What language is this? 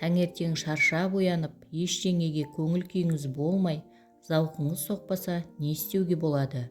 Kazakh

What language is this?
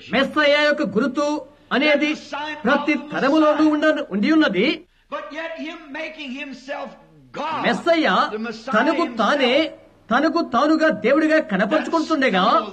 Telugu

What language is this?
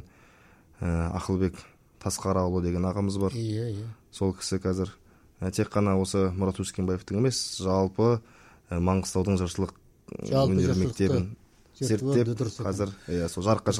Kazakh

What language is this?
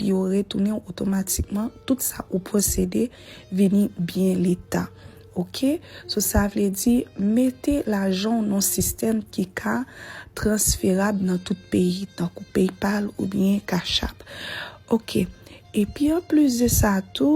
Haitian Creole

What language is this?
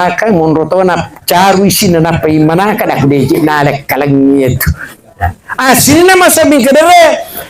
Buginese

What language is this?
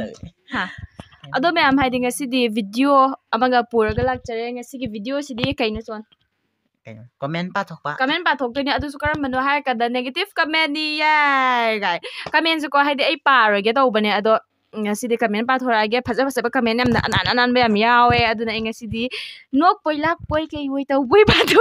Manipuri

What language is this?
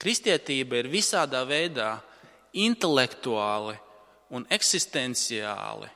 Latvian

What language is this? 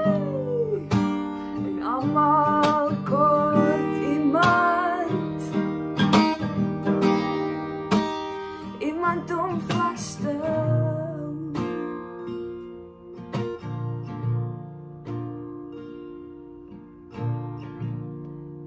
Afrikaans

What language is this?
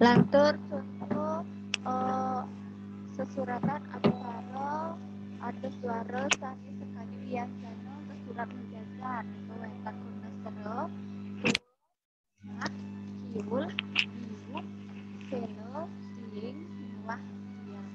Balinese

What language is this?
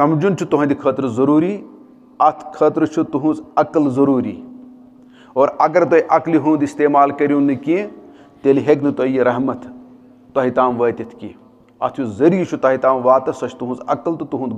Kashmiri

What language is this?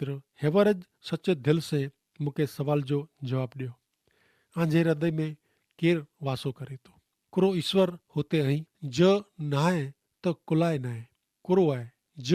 Kachhi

